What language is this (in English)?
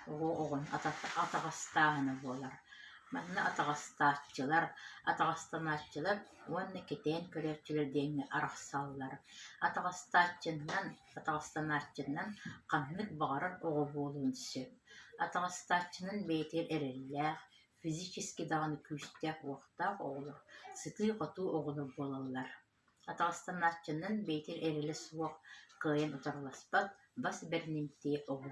Yakut